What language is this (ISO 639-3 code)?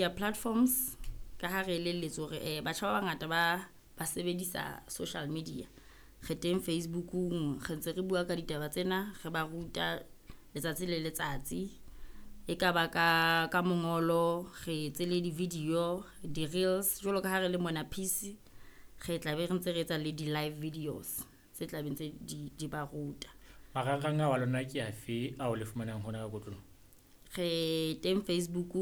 sot